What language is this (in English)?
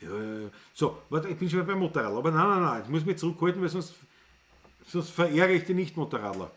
Bavarian